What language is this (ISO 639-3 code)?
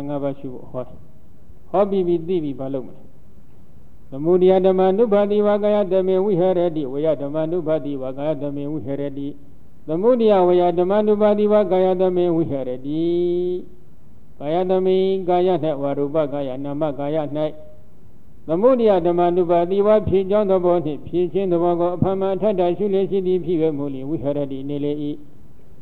mya